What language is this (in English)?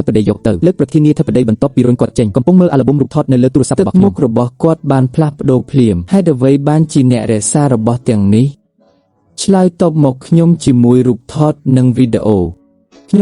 Khmer